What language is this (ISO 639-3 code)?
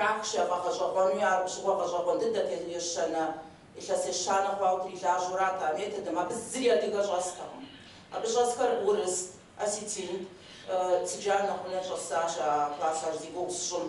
kbd